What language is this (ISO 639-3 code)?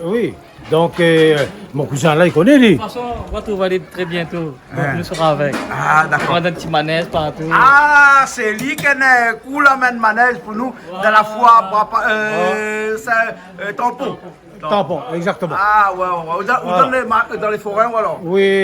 rcf